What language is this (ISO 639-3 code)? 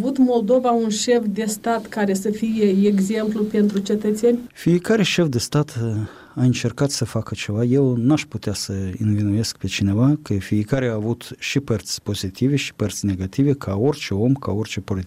ron